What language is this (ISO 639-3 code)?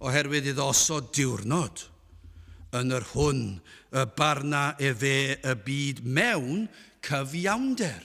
cym